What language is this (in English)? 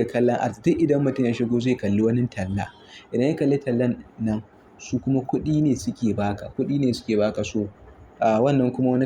Hausa